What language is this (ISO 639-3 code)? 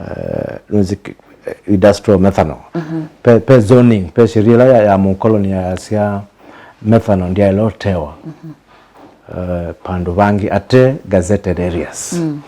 kam